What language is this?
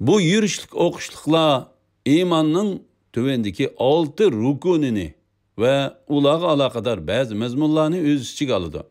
Uyghur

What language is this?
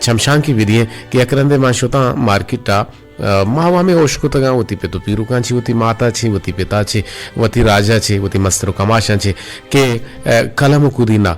Eastern Balochi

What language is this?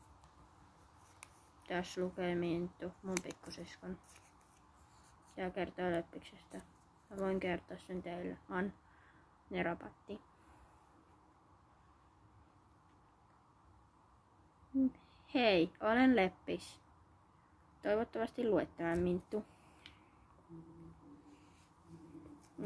Finnish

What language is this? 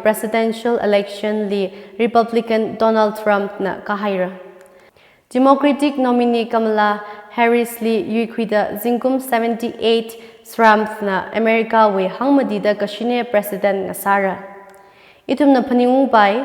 Tangkhul Naga (India)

